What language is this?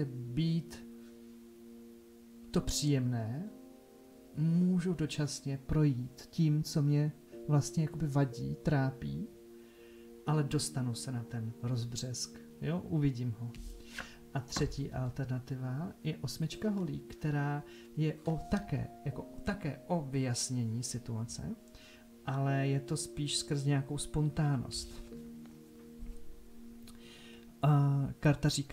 Czech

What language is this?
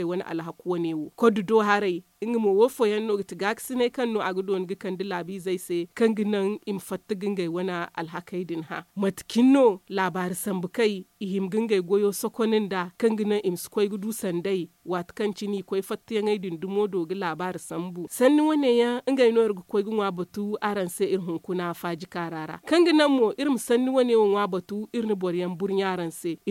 Zarma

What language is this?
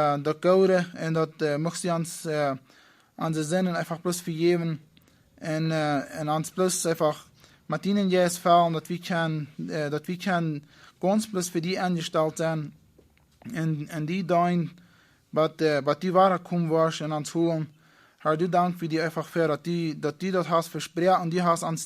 Plautdietsch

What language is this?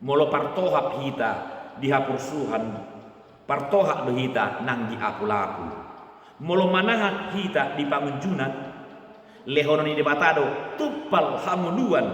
Batak Toba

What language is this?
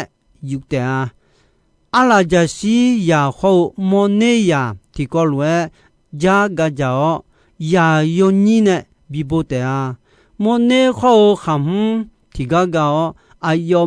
Akha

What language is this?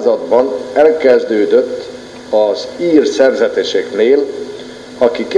Hungarian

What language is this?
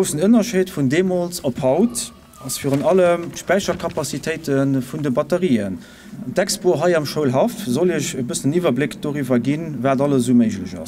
Luxembourgish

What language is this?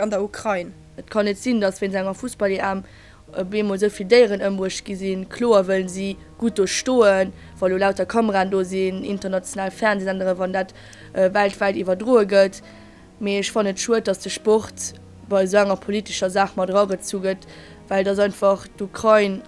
Luxembourgish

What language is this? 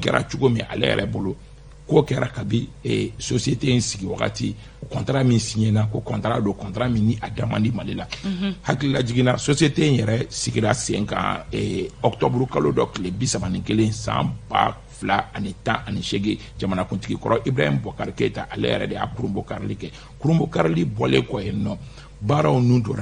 Bambara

